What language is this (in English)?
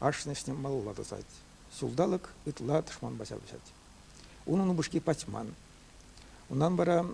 Chuvash